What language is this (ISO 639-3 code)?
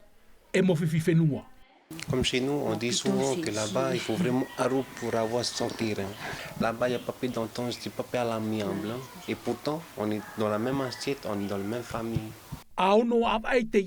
tah